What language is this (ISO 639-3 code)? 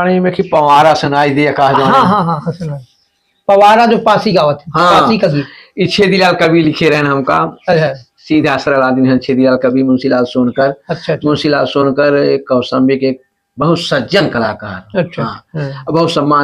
awa